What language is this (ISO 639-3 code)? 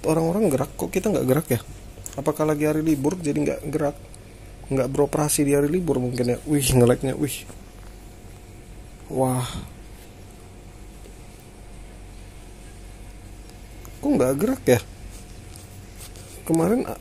ind